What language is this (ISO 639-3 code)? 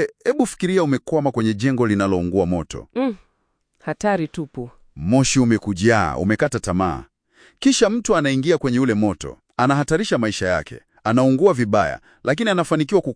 swa